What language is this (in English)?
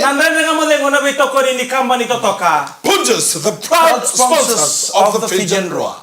Fijian